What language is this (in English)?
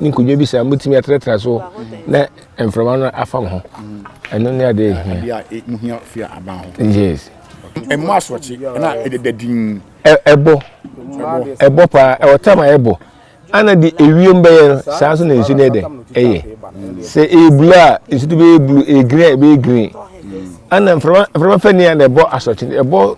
Akan